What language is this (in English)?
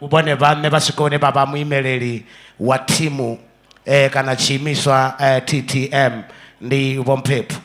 Venda